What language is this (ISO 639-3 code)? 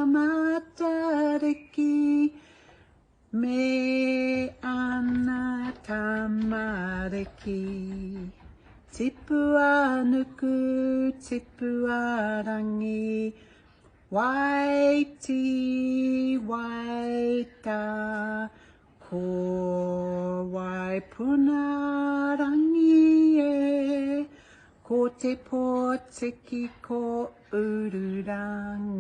mri